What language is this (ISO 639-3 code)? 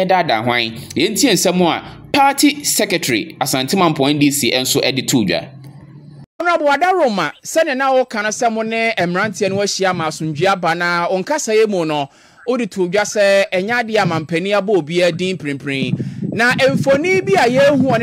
aka